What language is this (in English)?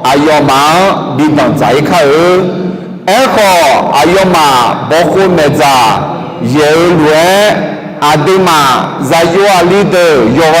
Akha